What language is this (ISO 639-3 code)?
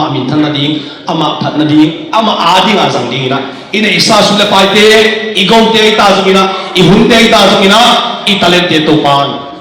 ctd